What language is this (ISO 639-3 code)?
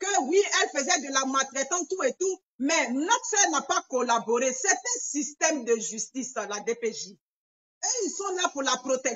fra